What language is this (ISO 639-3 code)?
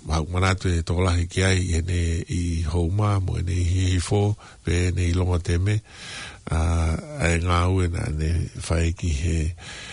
ton